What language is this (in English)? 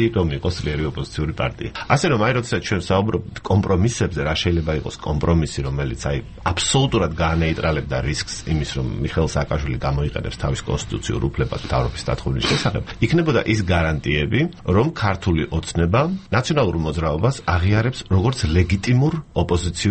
Georgian